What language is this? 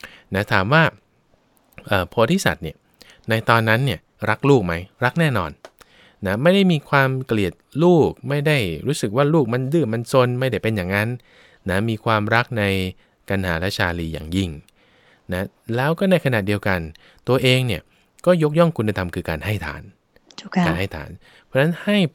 Thai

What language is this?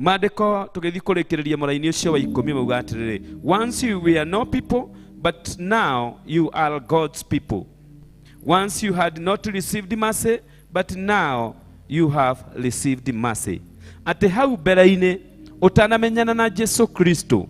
Kikuyu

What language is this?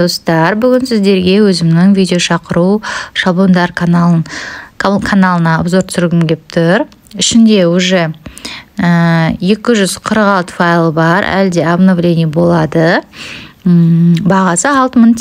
Kazakh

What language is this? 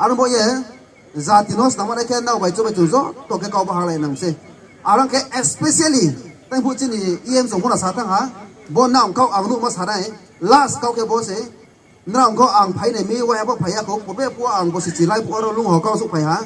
Riang (India)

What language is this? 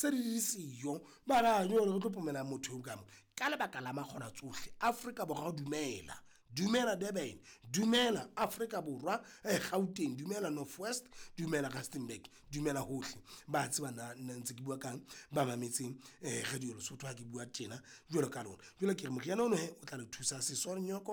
Southern Sotho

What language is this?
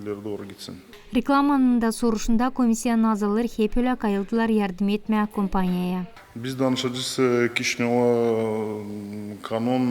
Gagauz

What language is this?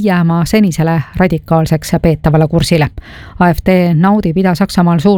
Estonian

